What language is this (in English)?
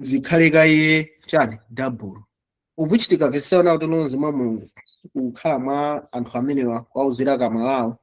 Nyanja